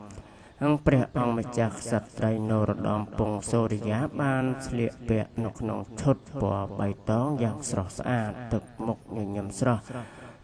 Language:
Khmer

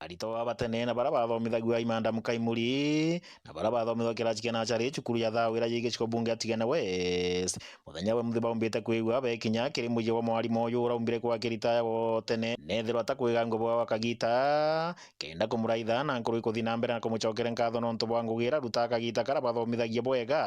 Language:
Meru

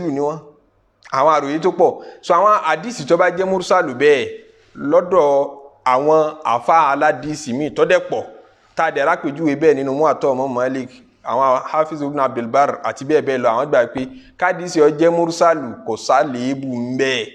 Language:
Yoruba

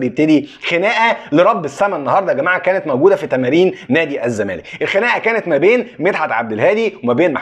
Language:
Egyptian Arabic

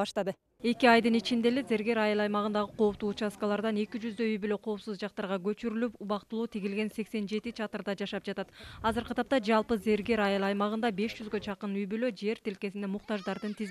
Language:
Kyrgyz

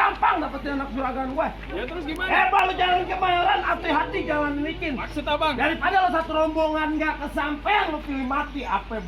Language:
Betawi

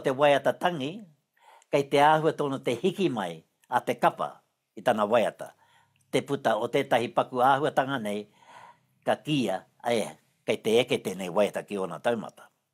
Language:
Māori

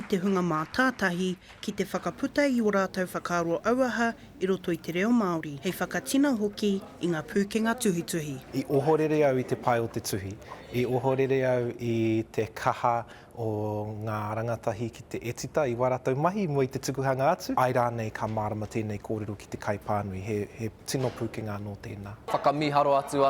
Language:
Māori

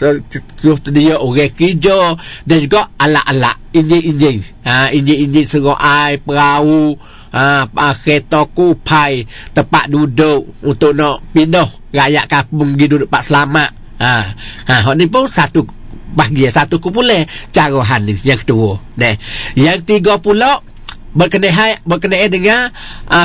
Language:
Malay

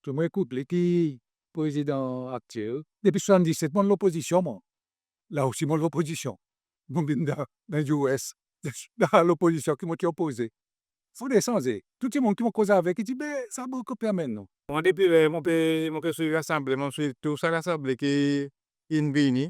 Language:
Seselwa Creole French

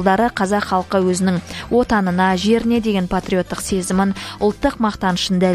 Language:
Kazakh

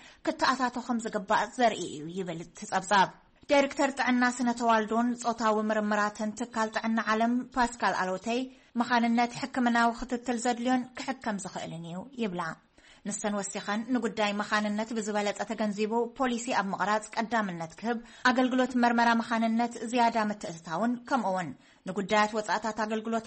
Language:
Tigrinya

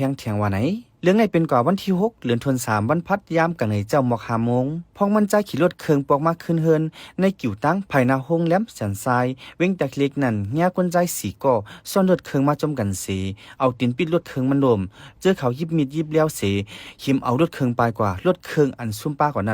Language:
Shan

